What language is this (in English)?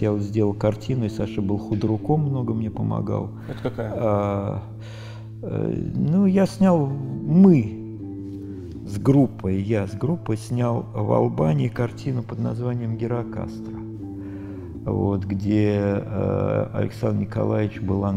Russian